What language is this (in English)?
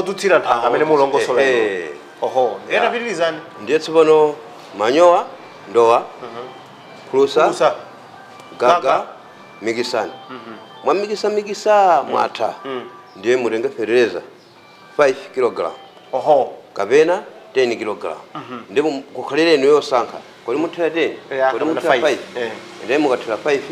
Nyanja